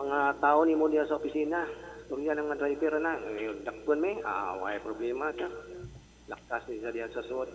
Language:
Cebuano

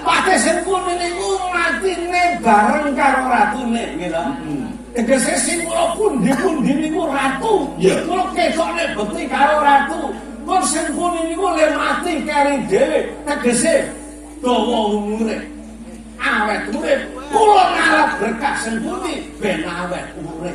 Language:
Javanese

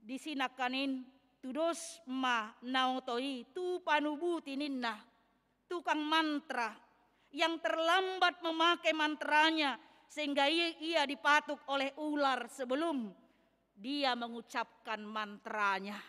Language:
Batak Toba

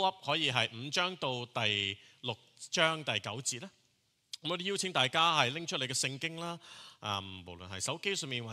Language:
Cantonese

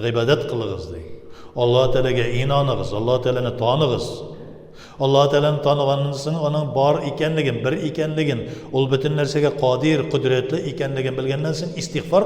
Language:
Tatar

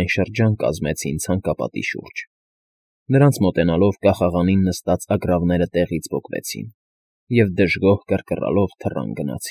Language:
Armenian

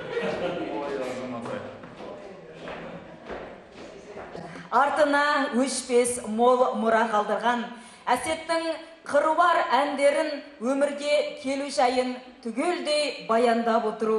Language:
Kazakh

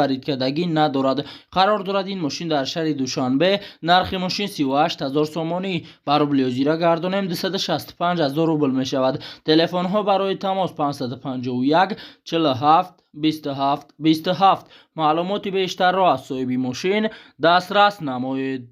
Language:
Tajik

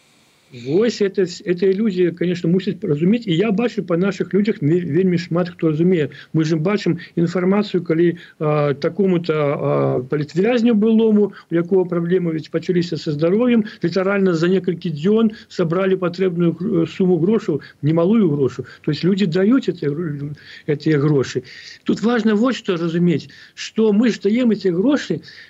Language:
Belarusian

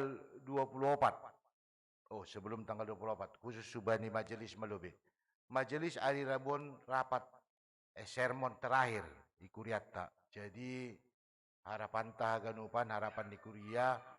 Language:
Batak Simalungun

